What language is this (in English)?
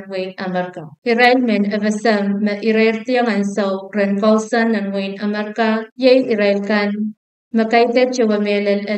Pohnpeian